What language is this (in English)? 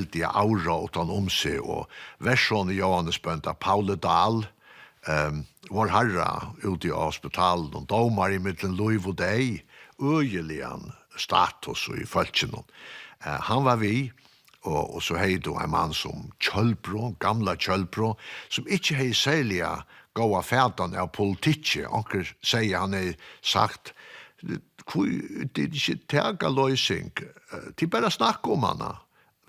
Faroese